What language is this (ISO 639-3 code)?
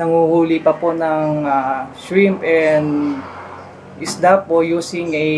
ilo